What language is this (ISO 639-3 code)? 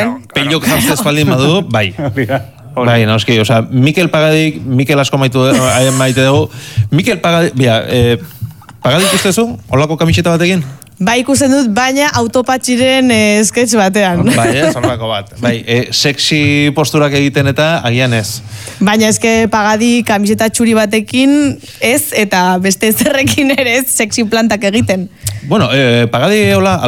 eus